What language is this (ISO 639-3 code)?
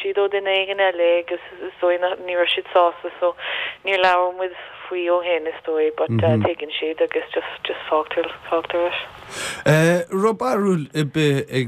gle